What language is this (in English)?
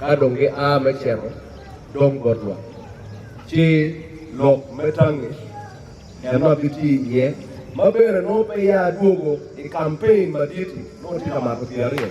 Acoli